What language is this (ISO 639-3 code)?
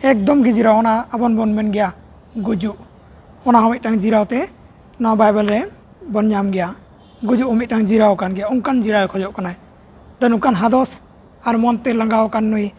sat